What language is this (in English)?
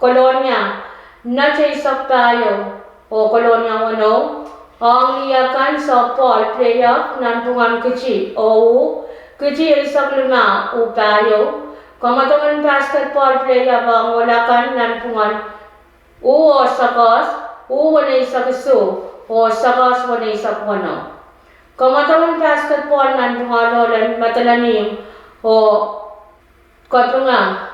Pohnpeian